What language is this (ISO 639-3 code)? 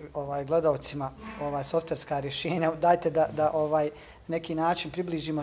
bos